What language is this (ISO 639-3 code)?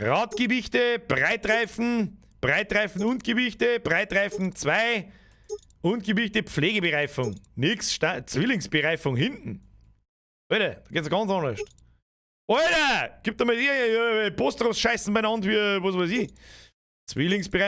bar